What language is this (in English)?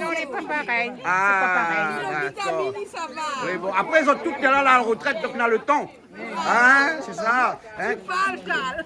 Réunion Creole French